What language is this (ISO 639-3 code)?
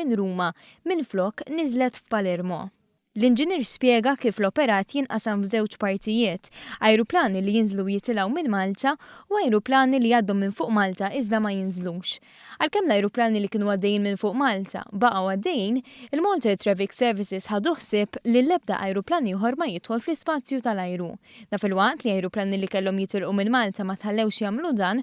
mlt